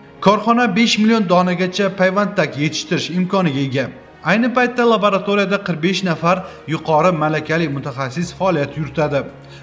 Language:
Uzbek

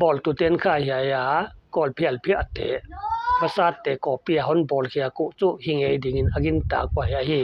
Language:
Paite Chin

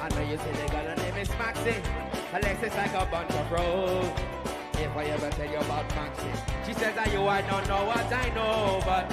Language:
Seselwa Creole French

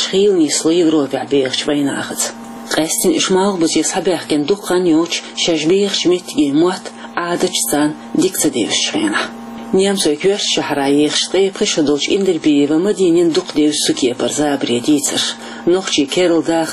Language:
Chechen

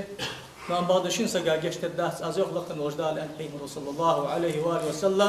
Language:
Ingush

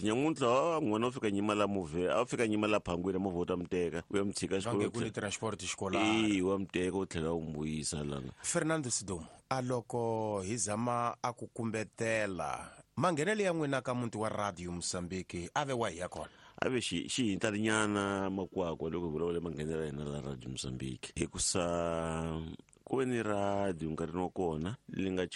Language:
Tsonga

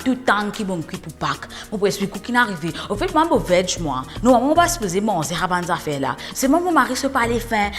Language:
Morisyen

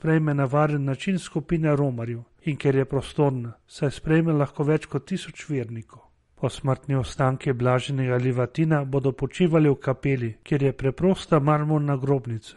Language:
Slovenian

